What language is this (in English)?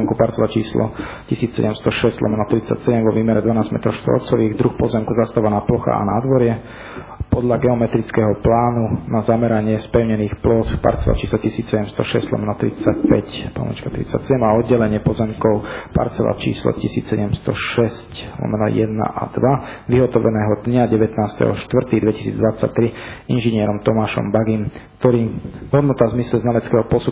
Slovak